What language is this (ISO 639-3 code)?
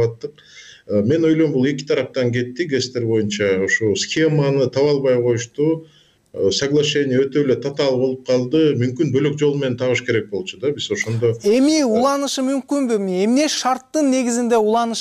kir